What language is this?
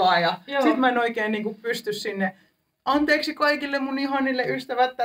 Finnish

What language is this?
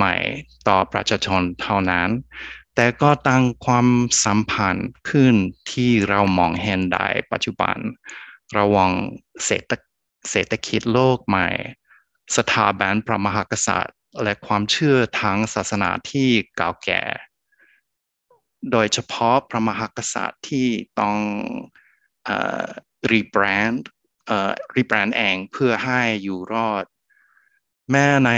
Thai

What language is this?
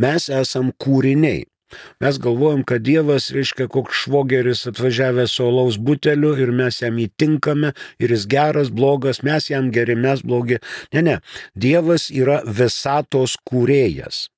Lithuanian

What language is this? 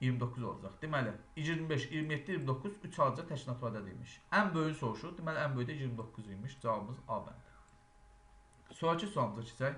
Azerbaijani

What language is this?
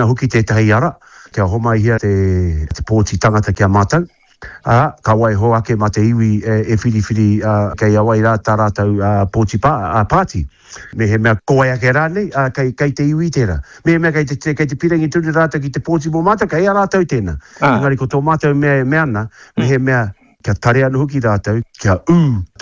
Māori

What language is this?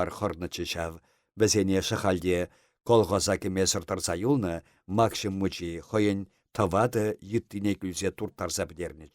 Chuvash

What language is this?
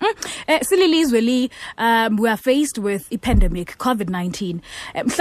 Xhosa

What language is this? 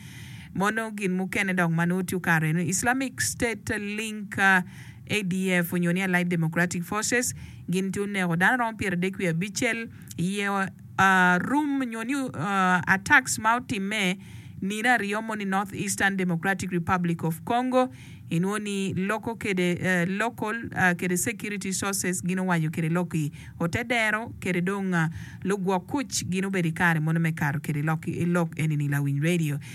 Acoli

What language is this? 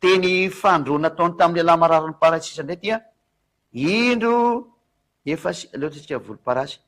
Malagasy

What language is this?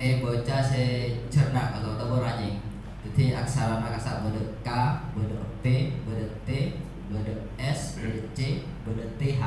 Madurese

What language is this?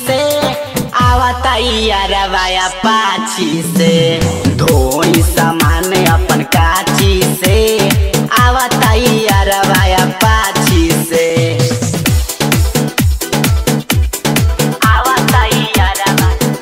Bhojpuri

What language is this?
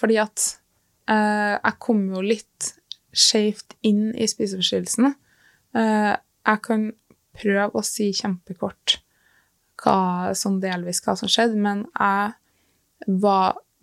Norwegian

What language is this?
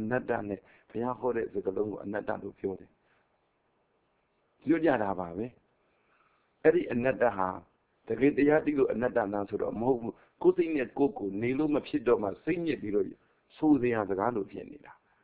Burmese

